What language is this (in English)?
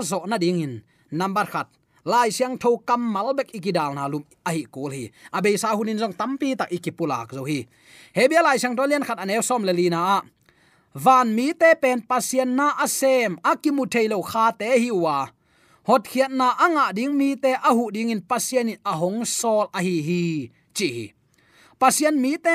Tedim Chin